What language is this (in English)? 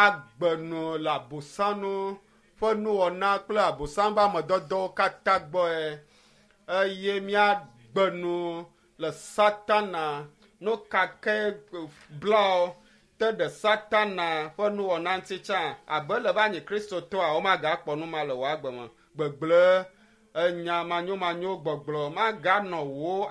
Ewe